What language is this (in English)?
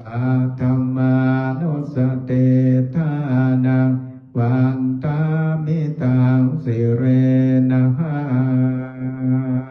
Pali